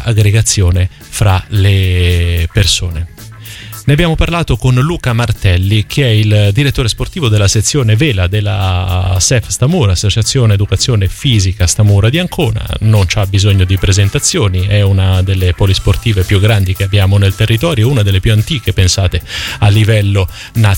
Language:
Italian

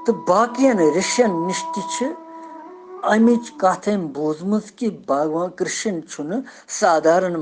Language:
Kashmiri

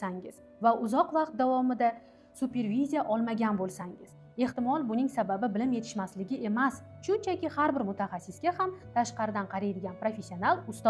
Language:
Uzbek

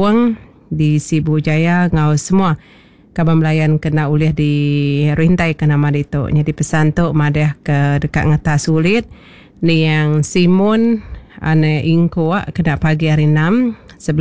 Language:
Iban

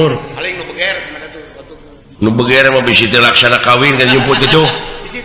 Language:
Sundanese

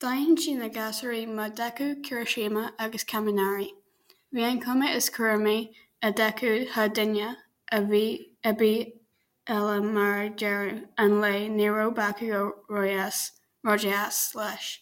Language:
Irish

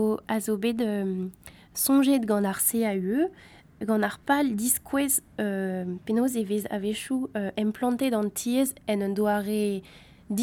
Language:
Breton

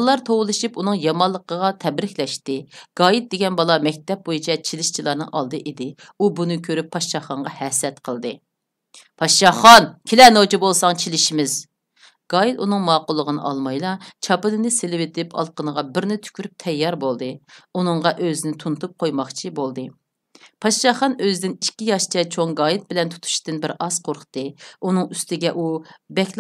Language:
Uyghur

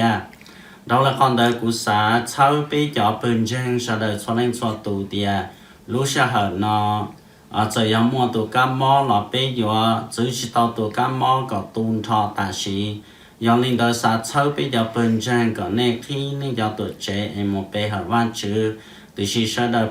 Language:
Hmong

